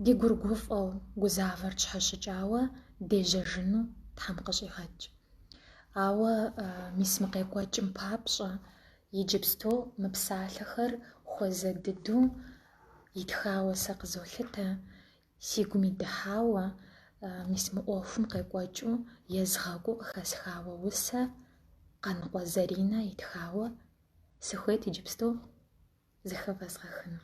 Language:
Kabardian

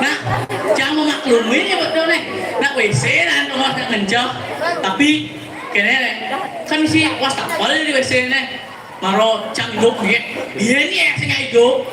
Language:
Balinese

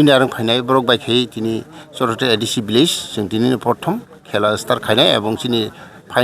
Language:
Kok Borok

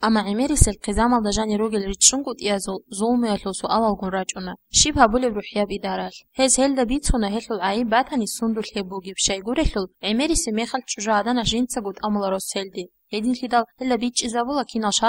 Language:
Avaric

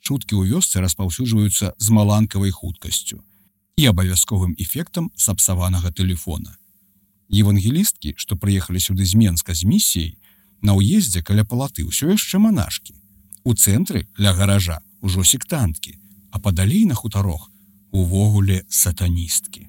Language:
Belarusian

